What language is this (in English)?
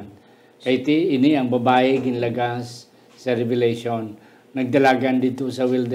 Hiligaynon